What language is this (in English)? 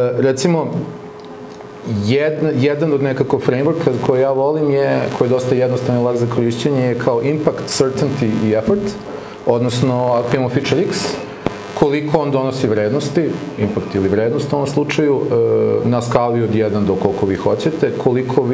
Serbian